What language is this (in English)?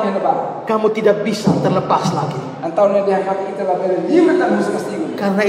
Indonesian